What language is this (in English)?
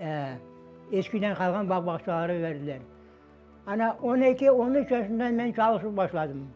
Crimean Tatar